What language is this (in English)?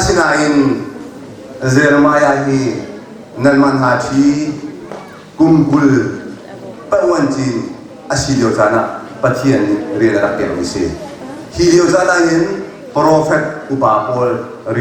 Hakha Chin